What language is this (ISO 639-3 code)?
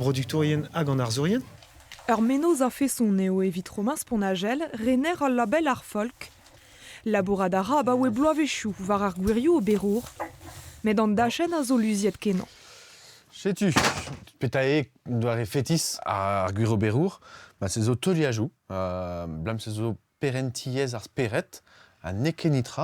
bre